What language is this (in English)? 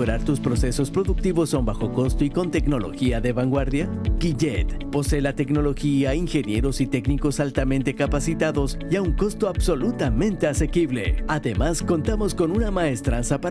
Spanish